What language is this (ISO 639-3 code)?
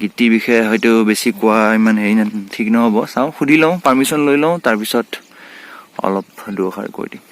asm